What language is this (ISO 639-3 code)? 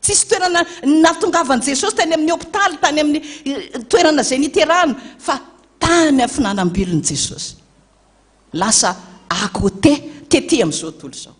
mlg